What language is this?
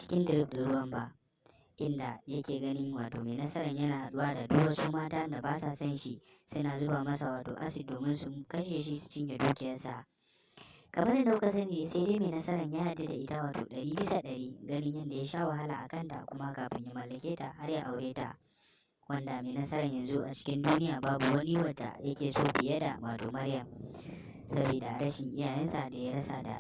Hausa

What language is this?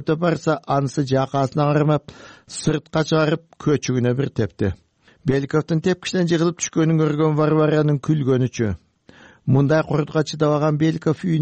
Kyrgyz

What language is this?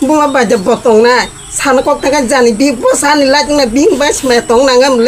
Kok Borok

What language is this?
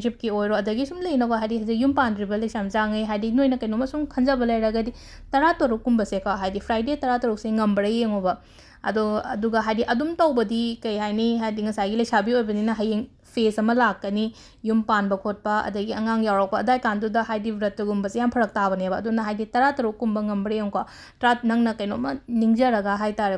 Manipuri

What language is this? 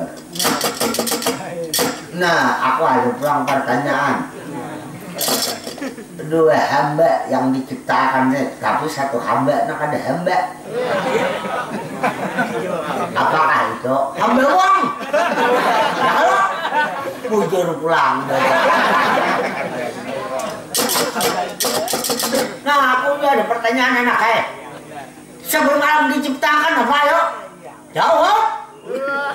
Banjar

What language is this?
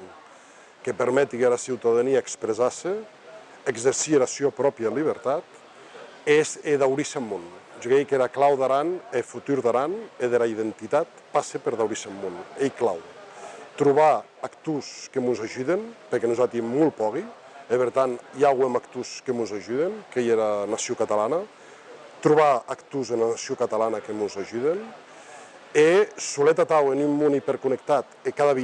Occitan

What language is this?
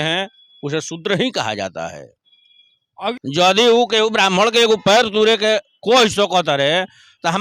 Bhojpuri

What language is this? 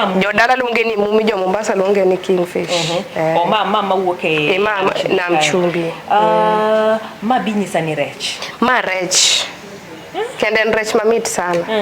Luo (Kenya and Tanzania)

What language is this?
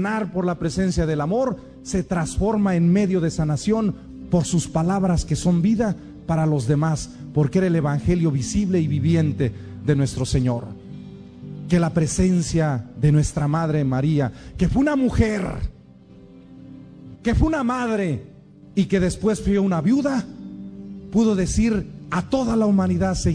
Spanish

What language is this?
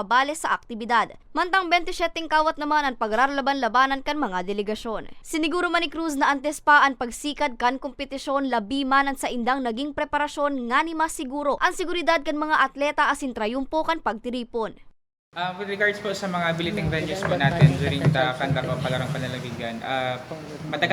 Bikol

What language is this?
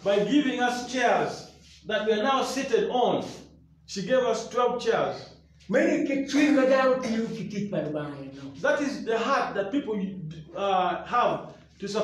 Acoli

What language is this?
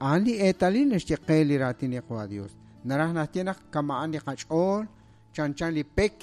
Kekchí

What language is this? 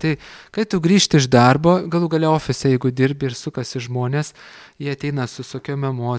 Lithuanian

